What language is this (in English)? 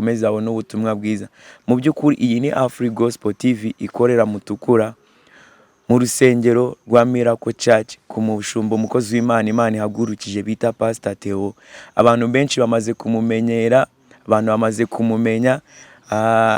Kinyarwanda